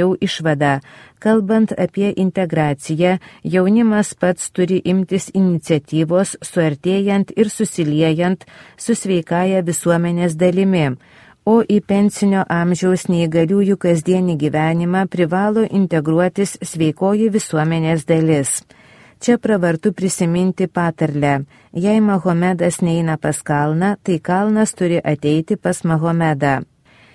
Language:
Lithuanian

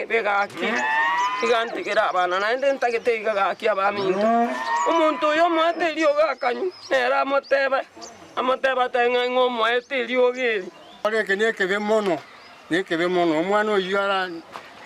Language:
Gusii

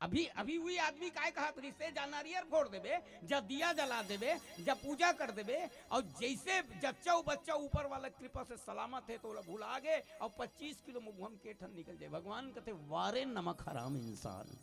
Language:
Chhattisgarhi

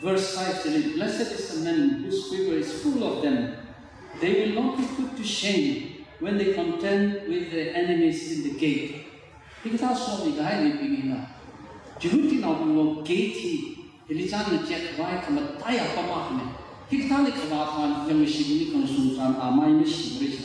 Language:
Tangkhul Naga (India)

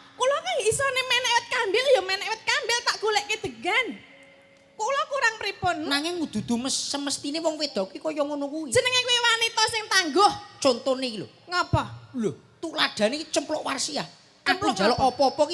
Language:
Javanese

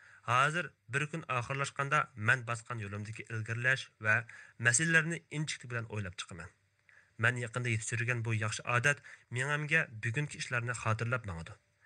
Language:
Uyghur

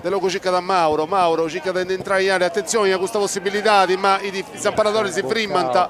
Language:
Sardinian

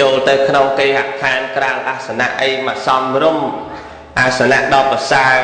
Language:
Khmer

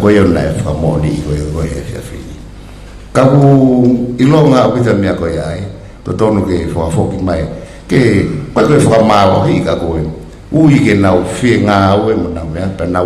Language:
Tongan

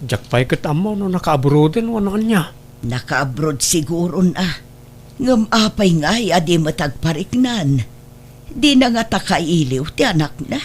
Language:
Iloko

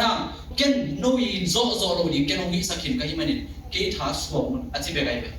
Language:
Tedim Chin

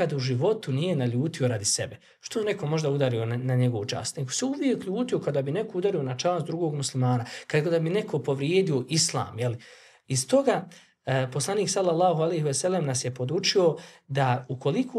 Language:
Bosnian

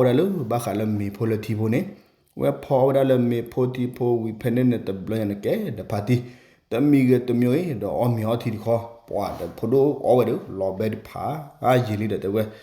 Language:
S'gaw Karen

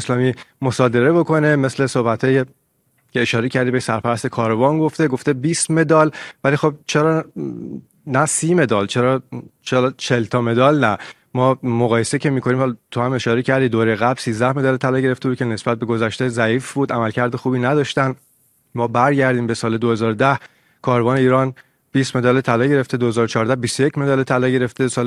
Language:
Persian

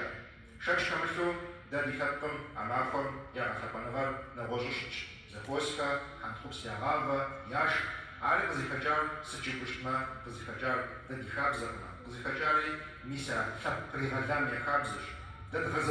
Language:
Kabardian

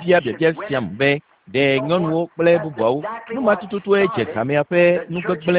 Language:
Ewe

